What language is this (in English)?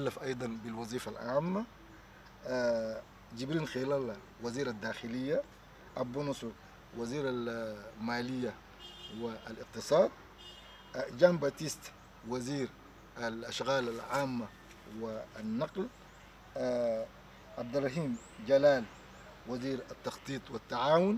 Arabic